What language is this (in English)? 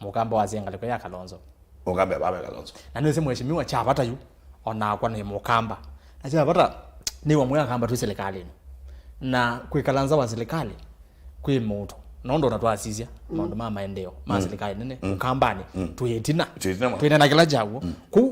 Kamba